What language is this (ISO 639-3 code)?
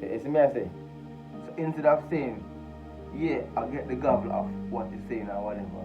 jam